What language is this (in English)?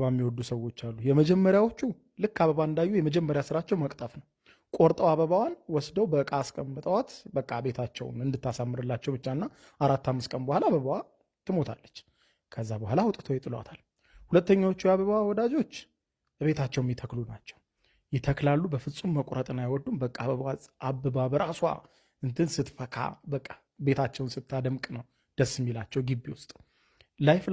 Amharic